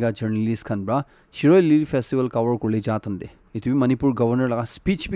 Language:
Naga Pidgin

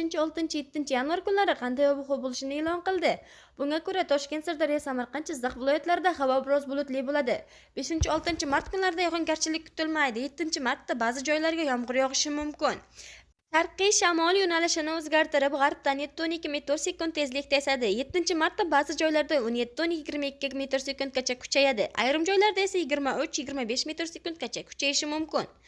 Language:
Uzbek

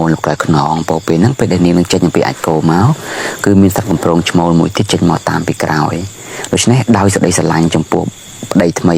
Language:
Khmer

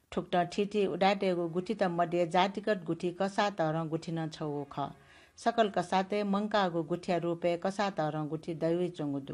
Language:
Newari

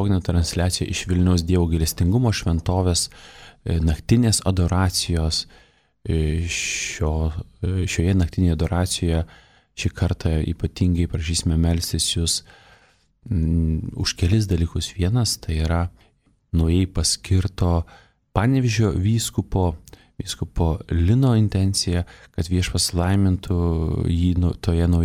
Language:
Lithuanian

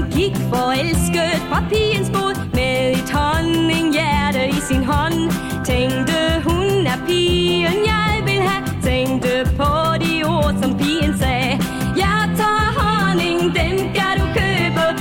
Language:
Danish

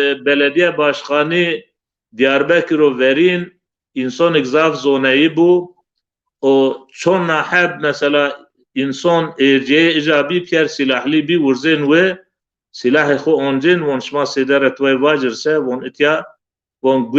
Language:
Zaza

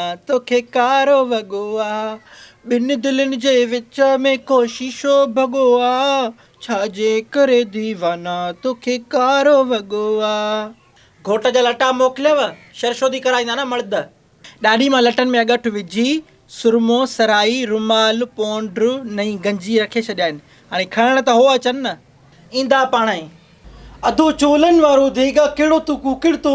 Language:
Sindhi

